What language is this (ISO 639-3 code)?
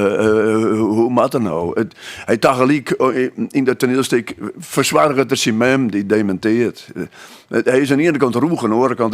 fry